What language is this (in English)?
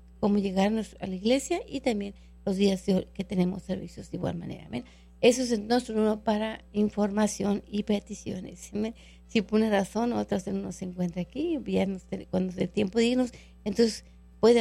Spanish